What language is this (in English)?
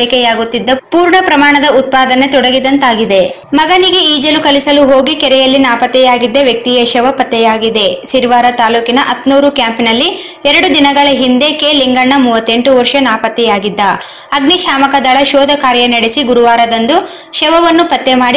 Kannada